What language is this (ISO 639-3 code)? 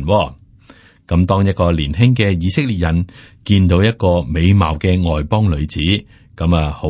yue